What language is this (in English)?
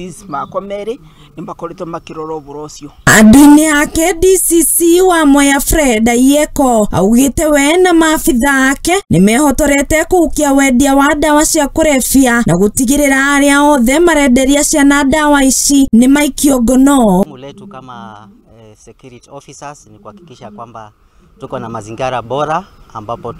Kikuyu